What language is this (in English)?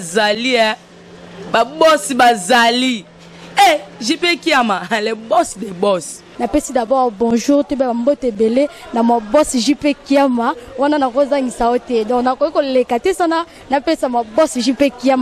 Lingala